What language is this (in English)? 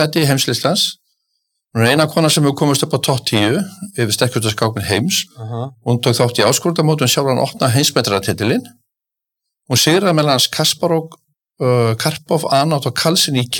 Icelandic